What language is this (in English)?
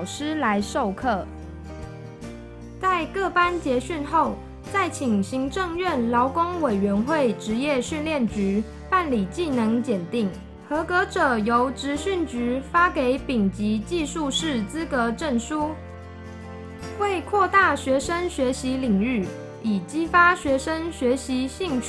Chinese